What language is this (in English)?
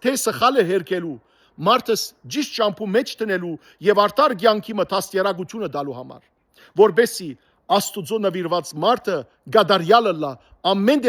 Western Armenian